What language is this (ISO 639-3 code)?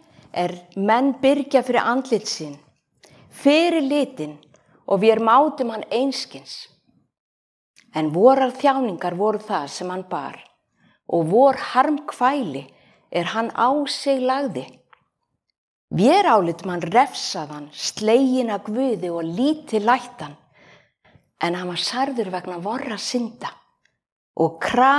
isl